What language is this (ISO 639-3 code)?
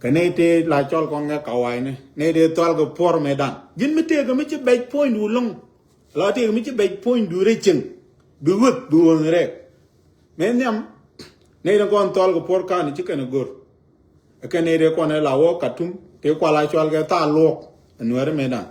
nus